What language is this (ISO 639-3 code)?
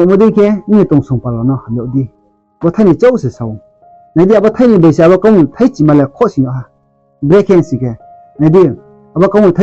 ria